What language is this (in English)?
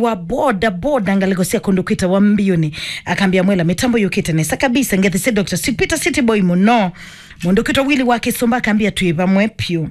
Kamba